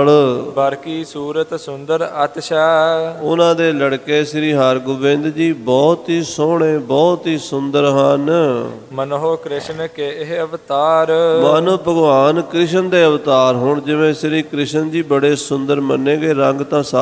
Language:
Punjabi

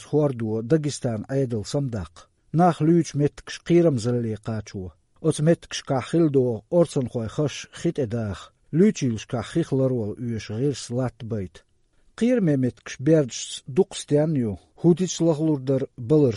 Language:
Chechen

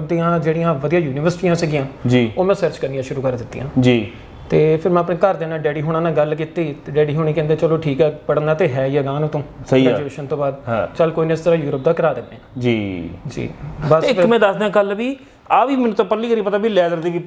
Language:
Punjabi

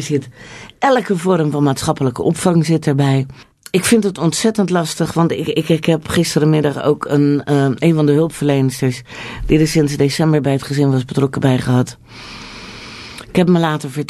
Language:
Dutch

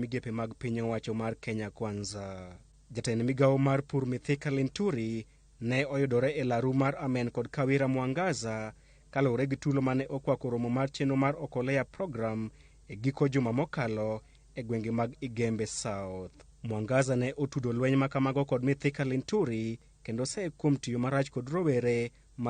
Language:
Luo (Kenya and Tanzania)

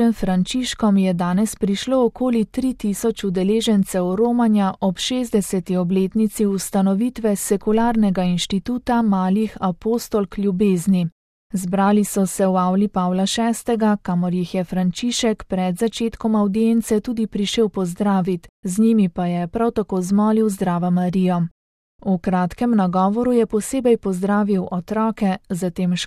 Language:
Slovenian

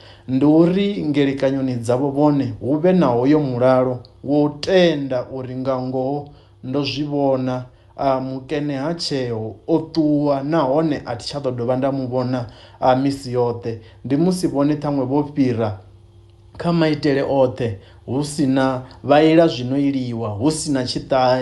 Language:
Venda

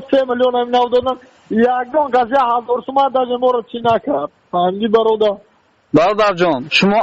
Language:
Tajik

